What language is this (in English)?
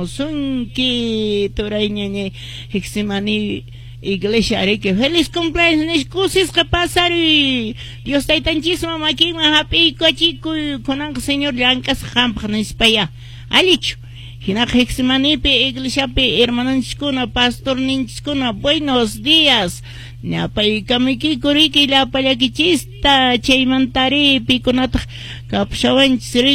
Quechua